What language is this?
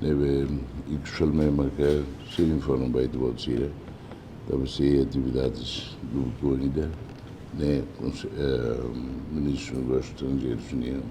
Tetum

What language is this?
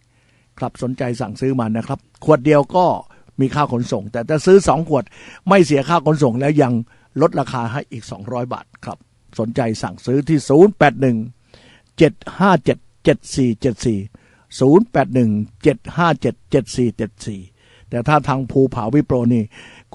Thai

